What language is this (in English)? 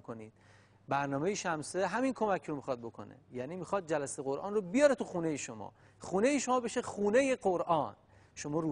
Persian